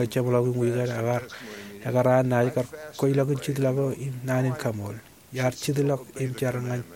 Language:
Marshallese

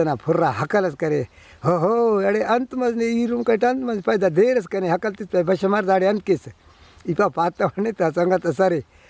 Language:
Brahui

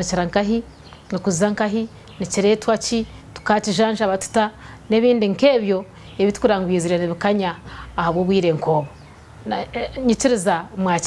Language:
Nyankole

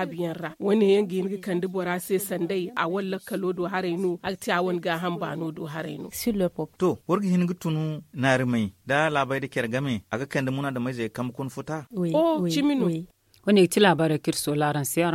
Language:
Zarma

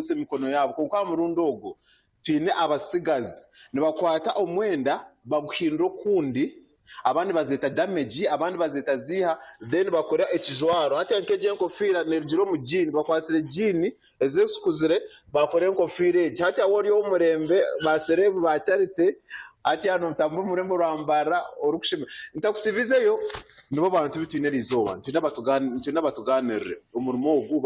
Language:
Nyankole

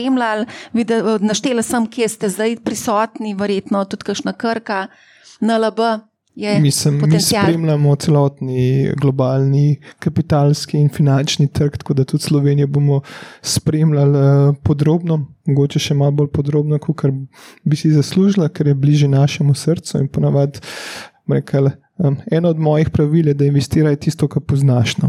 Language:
Slovenian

